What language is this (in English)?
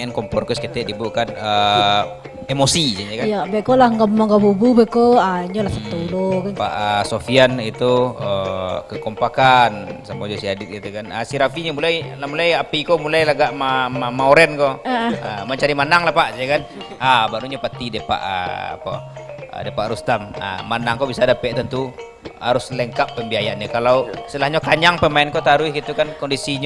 Minangkabau